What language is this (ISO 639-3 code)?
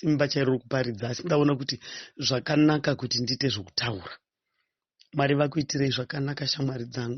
sna